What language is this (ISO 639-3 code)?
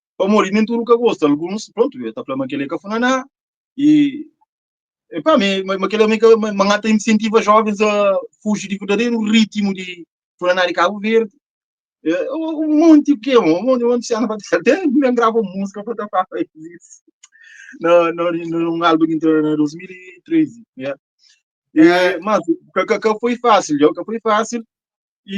kea